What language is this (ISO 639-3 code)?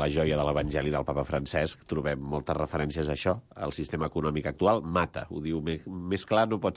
cat